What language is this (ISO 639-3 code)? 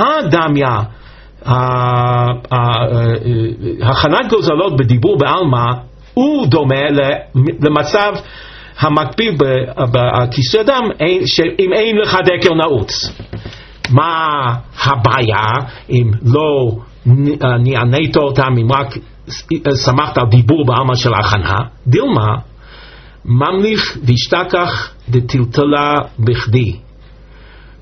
heb